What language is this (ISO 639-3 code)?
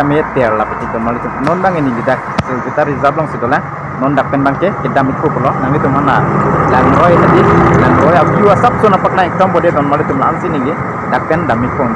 mjw